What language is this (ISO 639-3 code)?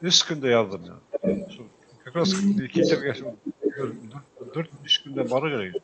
bak